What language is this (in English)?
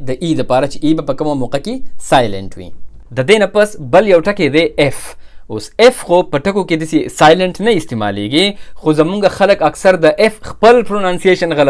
Pashto